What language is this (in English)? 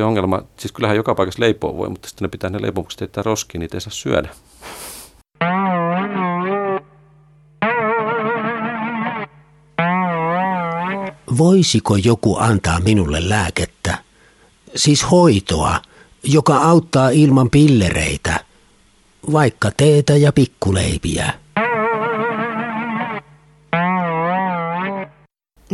Finnish